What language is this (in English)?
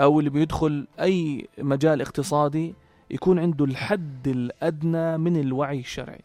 North Levantine Arabic